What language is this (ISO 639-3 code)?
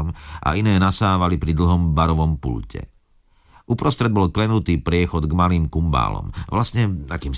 slk